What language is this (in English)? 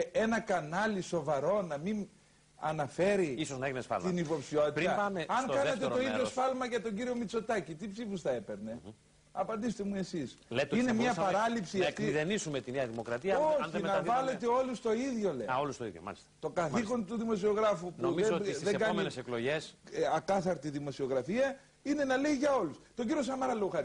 Greek